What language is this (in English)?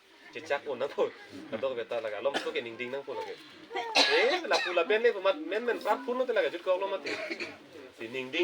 Karbi